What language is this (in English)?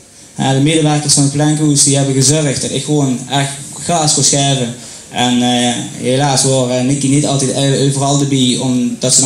Limburgish